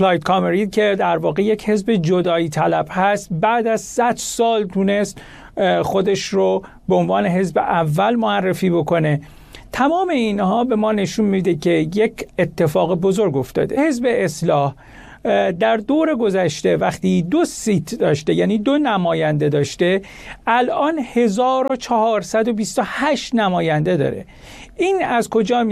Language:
Persian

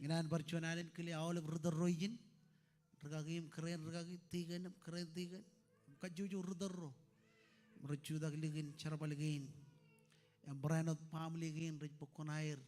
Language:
Marshallese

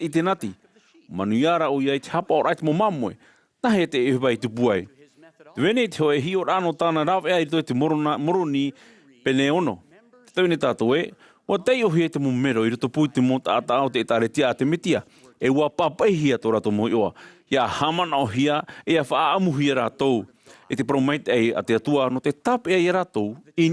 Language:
Tahitian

